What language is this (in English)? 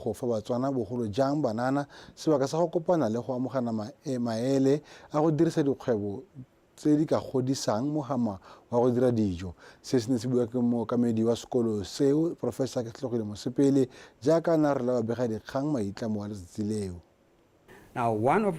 Tswana